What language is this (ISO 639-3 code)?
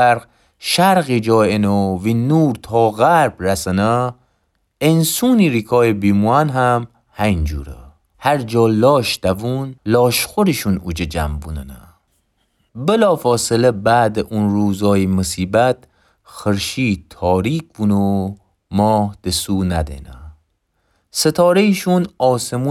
glk